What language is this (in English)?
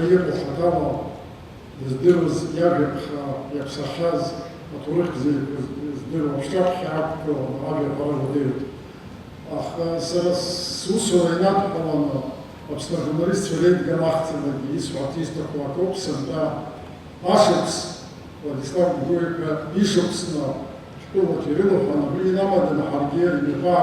Abkhazian